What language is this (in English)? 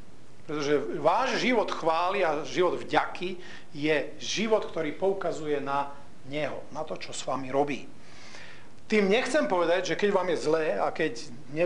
Slovak